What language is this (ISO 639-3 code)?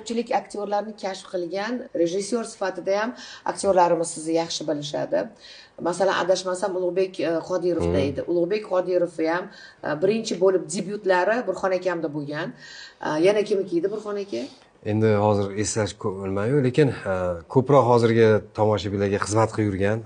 uzb